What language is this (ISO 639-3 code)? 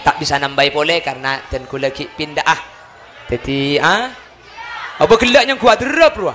mad